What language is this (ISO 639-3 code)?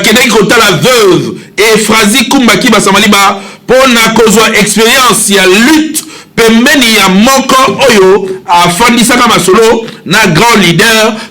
lin